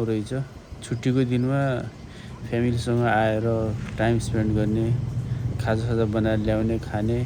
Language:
Nepali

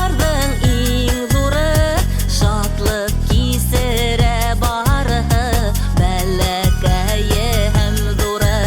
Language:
Bashkir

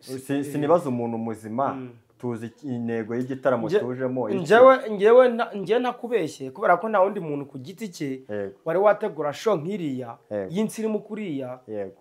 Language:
Kinyarwanda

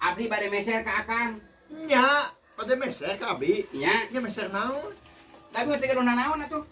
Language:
Sundanese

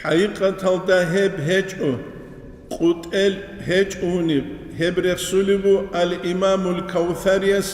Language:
Avaric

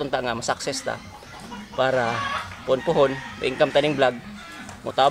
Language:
Cebuano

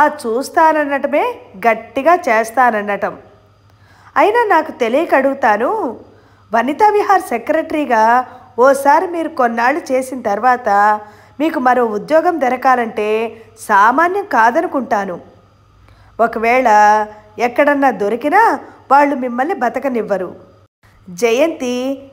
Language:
Telugu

